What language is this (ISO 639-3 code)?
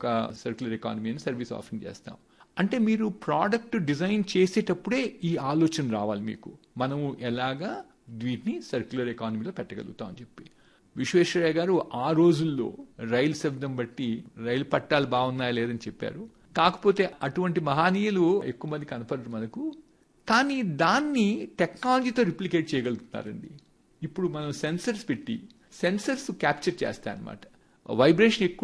tel